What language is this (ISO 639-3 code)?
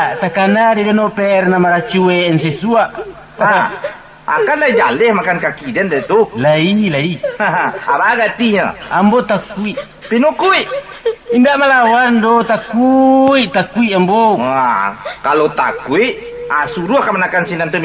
min